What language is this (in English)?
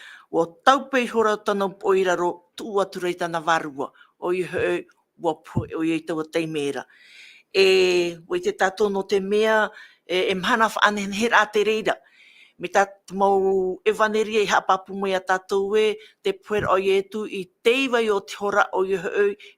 Tahitian